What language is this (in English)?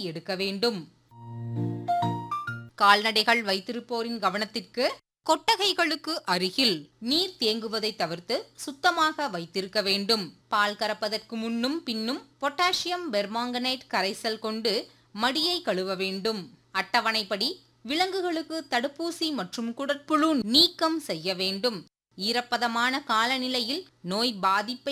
Tamil